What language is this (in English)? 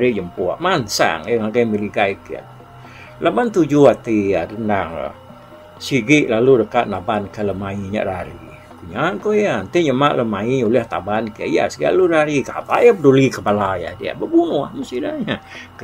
Iban